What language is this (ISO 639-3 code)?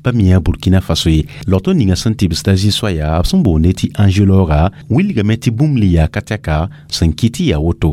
mos